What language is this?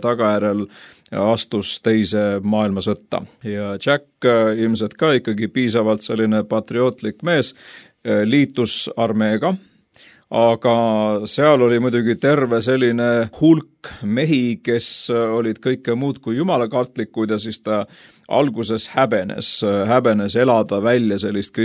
Estonian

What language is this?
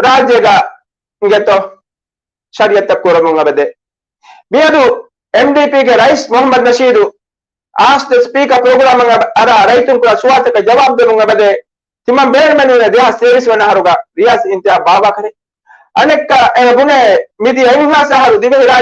Divehi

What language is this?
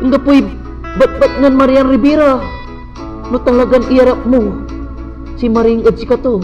Pangasinan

